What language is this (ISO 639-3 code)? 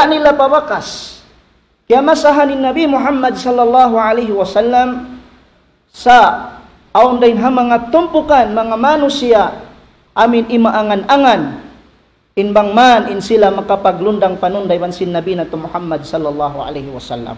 tsg